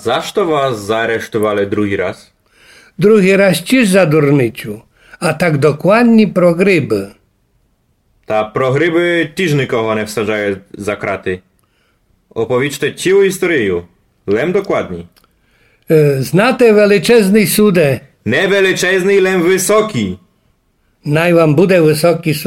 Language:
Rusyn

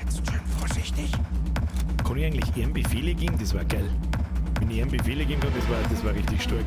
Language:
Bavarian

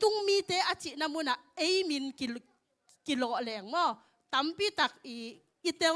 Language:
Tedim Chin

